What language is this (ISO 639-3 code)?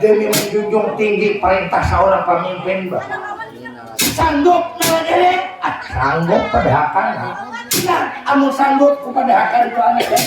bjn